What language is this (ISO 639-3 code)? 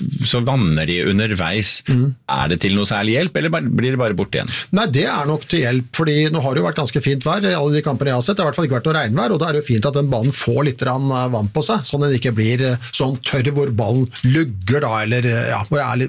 nor